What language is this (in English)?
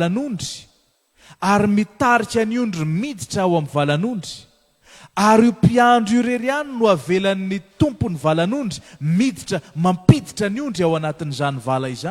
Malagasy